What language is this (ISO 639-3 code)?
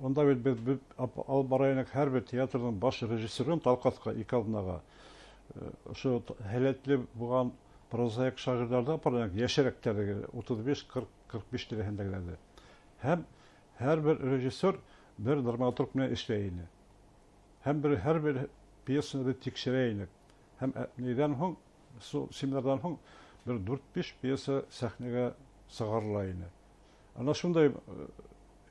bak